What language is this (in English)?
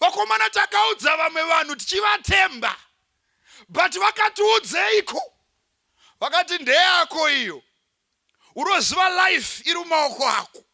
Shona